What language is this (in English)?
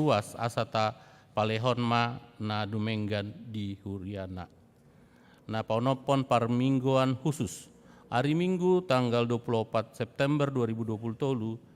Batak Toba